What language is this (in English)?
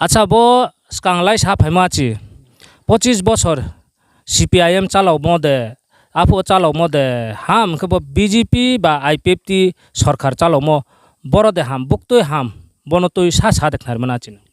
Riang (India)